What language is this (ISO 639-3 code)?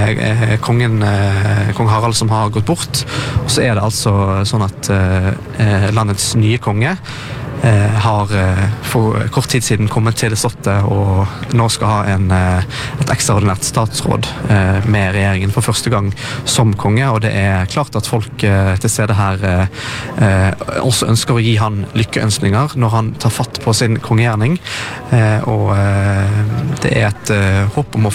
nor